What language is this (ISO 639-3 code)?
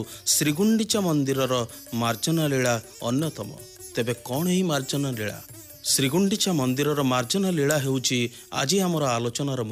ori